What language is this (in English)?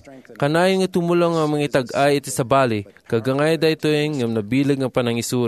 Iloko